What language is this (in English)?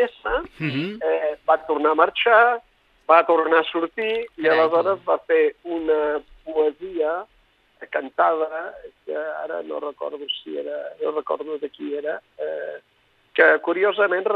Catalan